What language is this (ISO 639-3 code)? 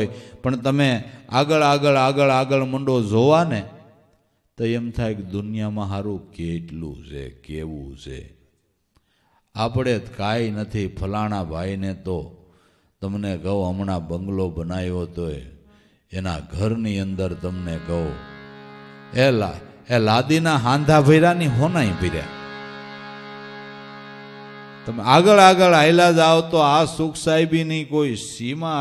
guj